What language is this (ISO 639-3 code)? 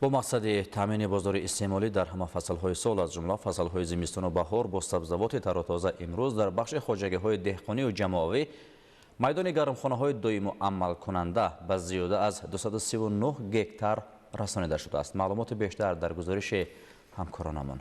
tgk